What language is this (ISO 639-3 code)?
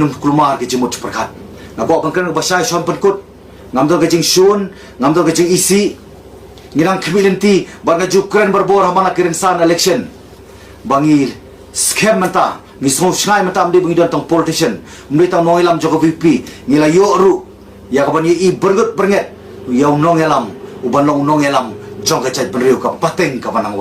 kha